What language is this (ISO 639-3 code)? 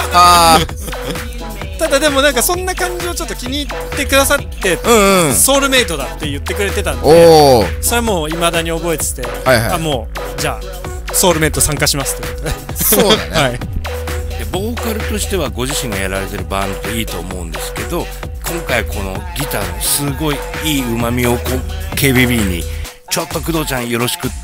jpn